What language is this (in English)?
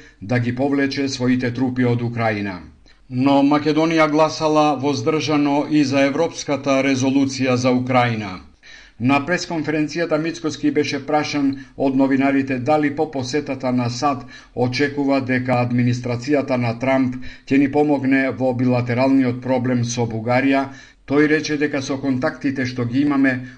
Macedonian